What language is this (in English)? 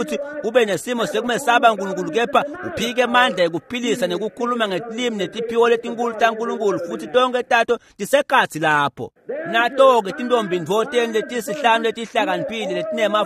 Swati